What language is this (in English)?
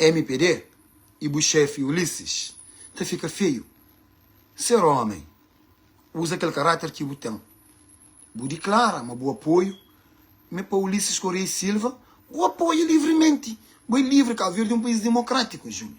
Kabuverdianu